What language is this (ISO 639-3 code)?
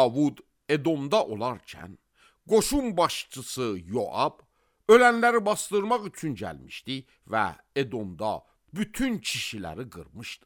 aze